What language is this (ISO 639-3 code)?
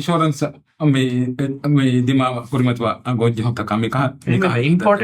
div